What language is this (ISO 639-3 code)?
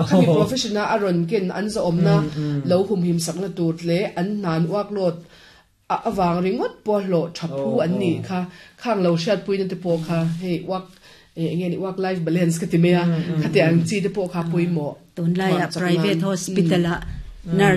lus